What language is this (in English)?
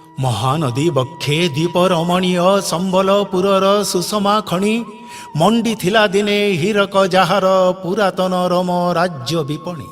Odia